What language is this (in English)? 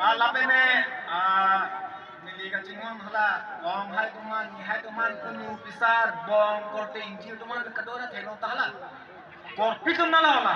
Karbi